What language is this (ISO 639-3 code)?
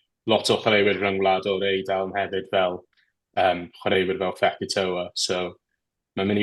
cym